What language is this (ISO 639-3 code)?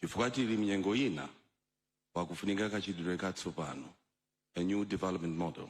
nya